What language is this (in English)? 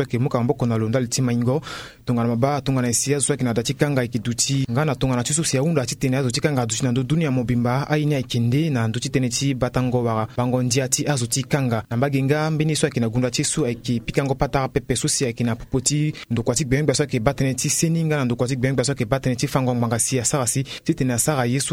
Sango